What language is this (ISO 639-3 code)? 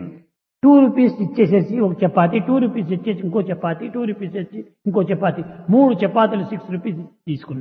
tel